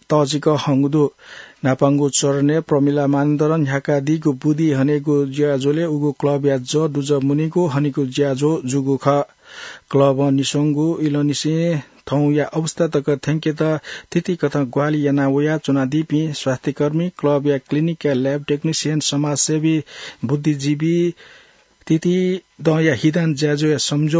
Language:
Newari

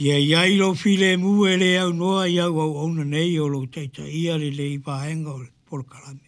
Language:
Samoan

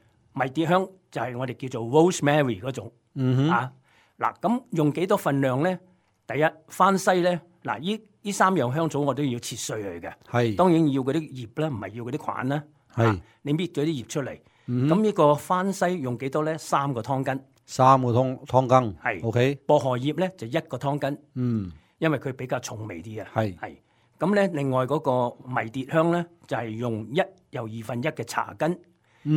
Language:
Cantonese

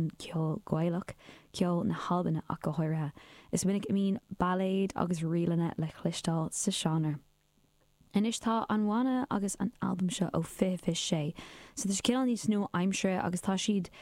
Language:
Irish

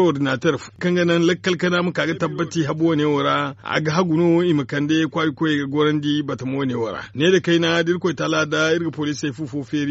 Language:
Zarma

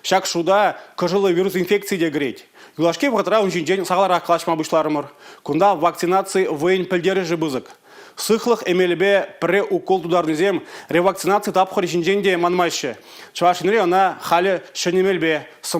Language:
Chuvash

